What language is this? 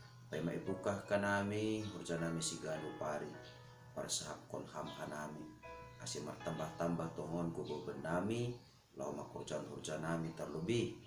Batak Simalungun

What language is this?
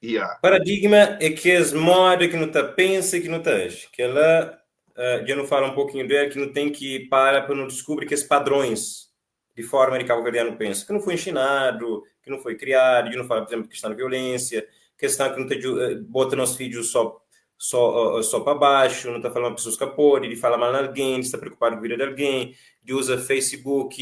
Kabuverdianu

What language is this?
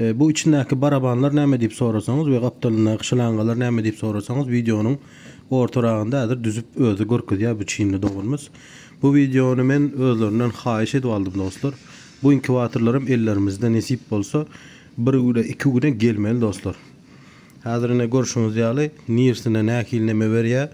Turkmen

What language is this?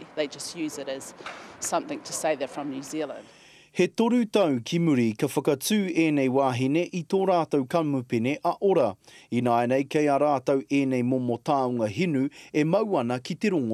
Māori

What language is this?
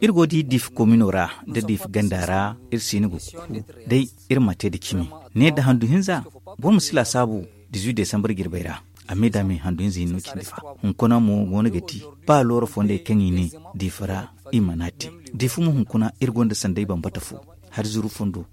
Zarma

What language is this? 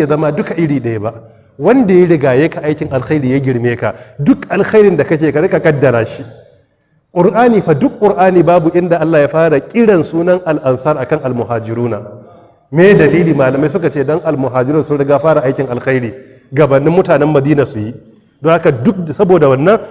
Hausa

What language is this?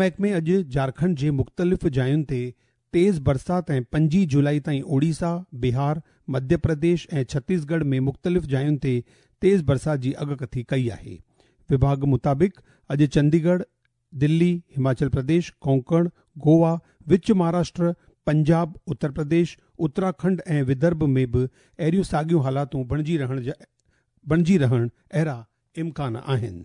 Sindhi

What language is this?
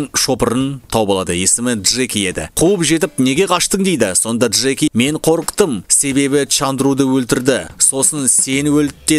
Kazakh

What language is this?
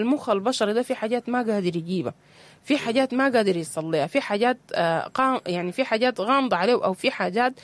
Sudanese Arabic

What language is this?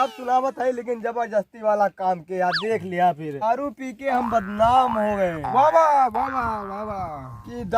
Awadhi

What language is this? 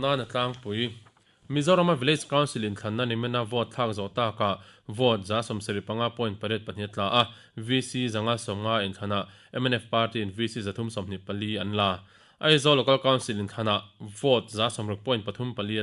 Mizo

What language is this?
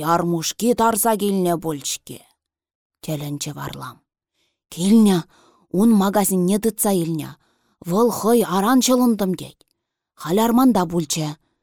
Chuvash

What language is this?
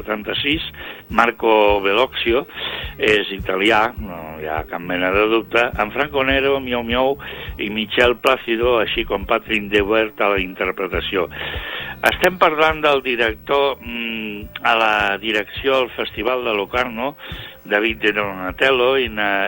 Catalan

